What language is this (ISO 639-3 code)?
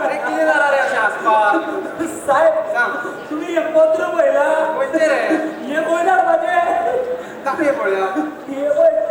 kok